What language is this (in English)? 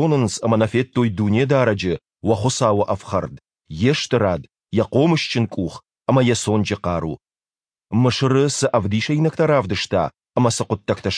Ossetic